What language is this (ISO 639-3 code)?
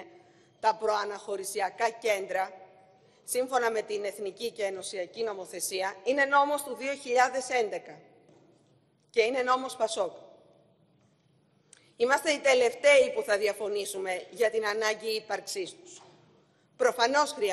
ell